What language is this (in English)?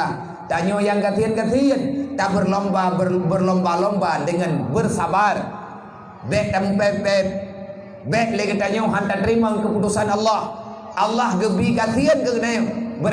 Achinese